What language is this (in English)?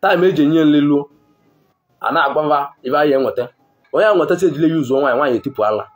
Igbo